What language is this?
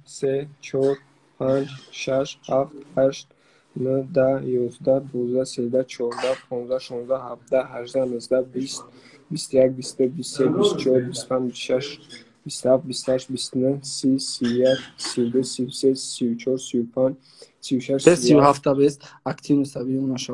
Tajik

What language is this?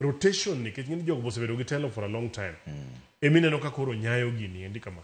Luo (Kenya and Tanzania)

